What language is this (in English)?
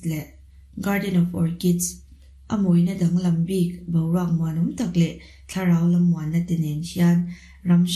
Mizo